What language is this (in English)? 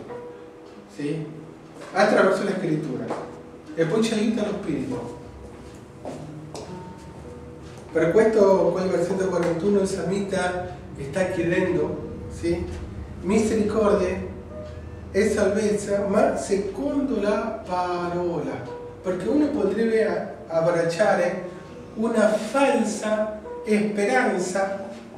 Italian